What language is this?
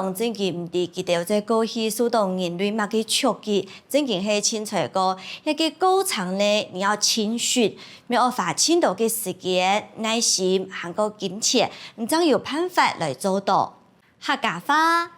Hakka Chinese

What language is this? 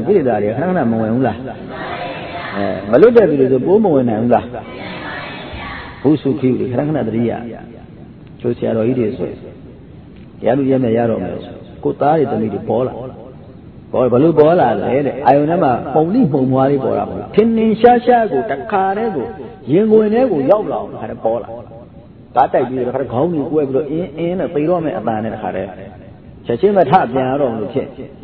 Burmese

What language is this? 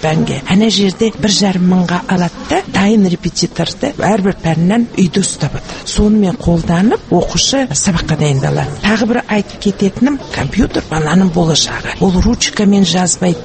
Kazakh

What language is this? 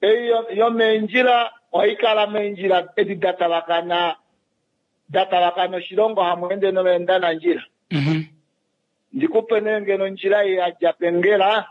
Kuanyama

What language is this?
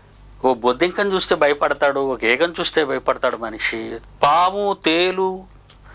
Telugu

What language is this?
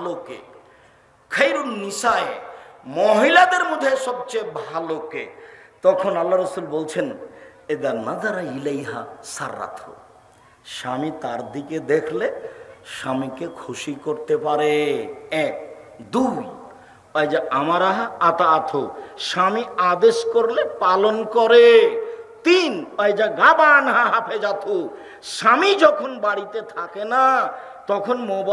Bangla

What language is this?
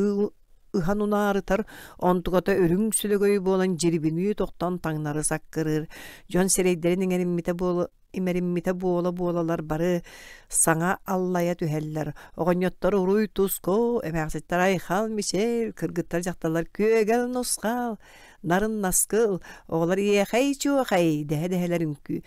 Yakut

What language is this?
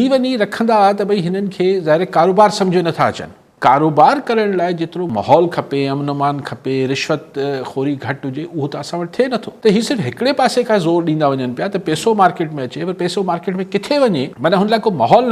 Sindhi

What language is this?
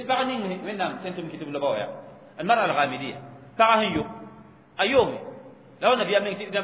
Mossi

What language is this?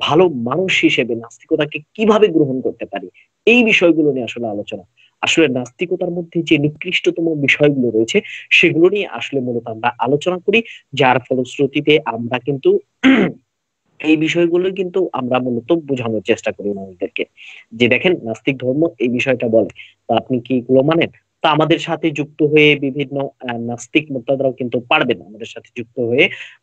Bangla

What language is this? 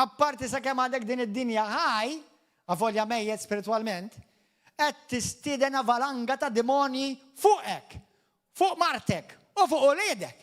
Maltese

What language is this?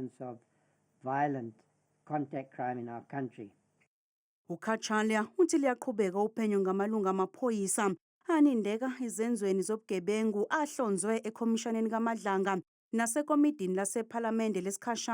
Zulu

